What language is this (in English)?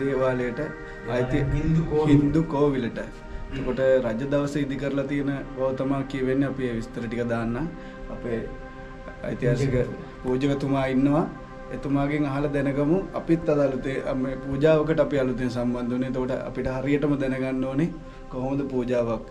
Sinhala